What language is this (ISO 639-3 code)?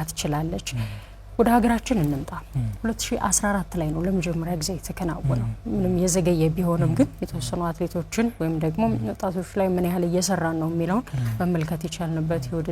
amh